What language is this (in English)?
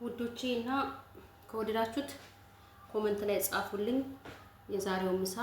Amharic